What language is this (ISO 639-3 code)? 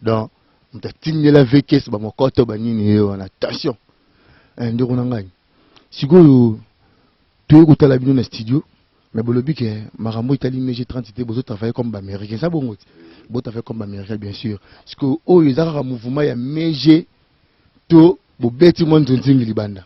lin